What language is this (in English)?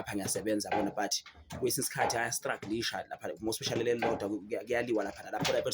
Zulu